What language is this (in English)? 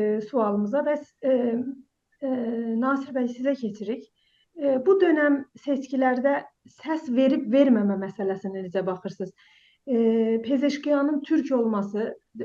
South Azerbaijani